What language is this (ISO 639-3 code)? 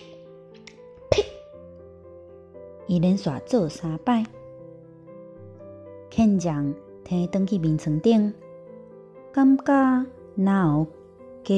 nan